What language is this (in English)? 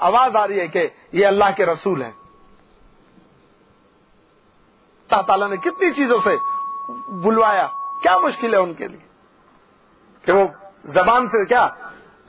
Urdu